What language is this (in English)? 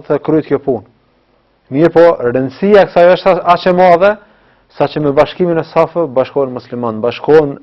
Albanian